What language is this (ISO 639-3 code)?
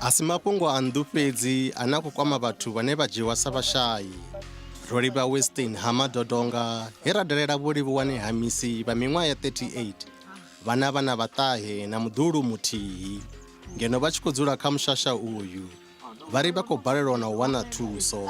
ven